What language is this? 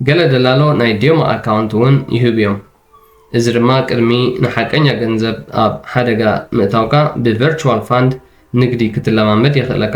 Tigrinya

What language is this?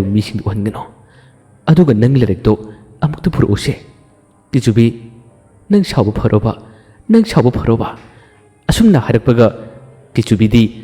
Manipuri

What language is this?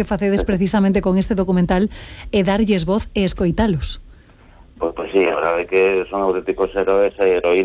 Galician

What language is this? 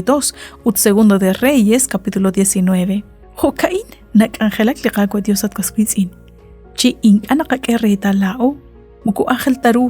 Kekchí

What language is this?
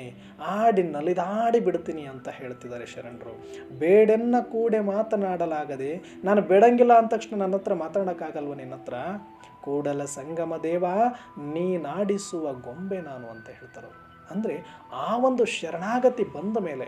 Kannada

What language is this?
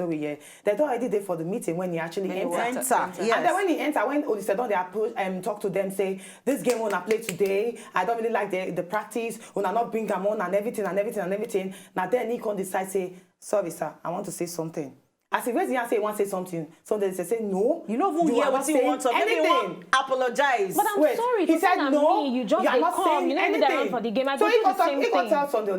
Nigerian Pidgin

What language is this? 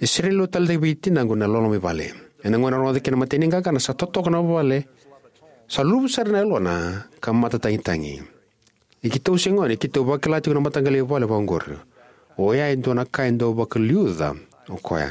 Fijian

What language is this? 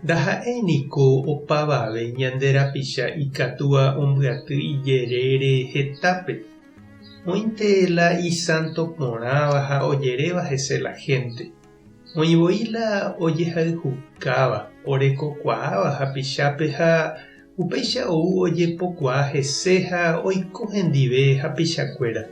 Guarani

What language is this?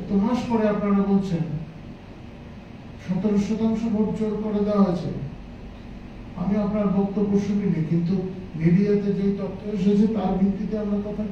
Bangla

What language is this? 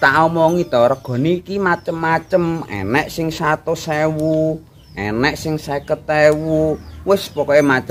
Javanese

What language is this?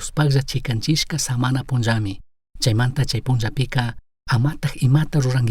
Chimborazo Highland Quichua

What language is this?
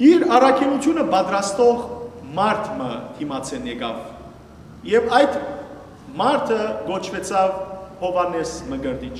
Western Armenian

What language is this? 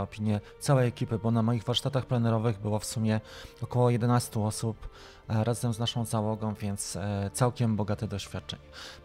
Polish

